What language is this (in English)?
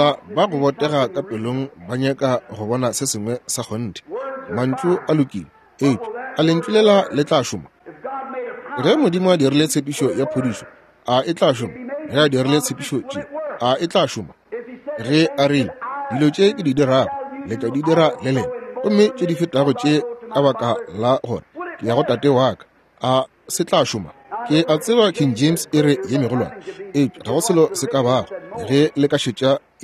Northern Sotho